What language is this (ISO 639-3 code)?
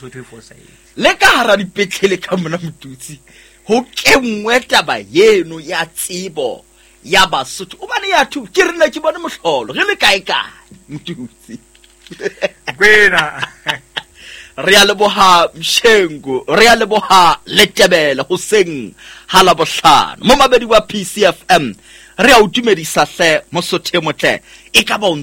sot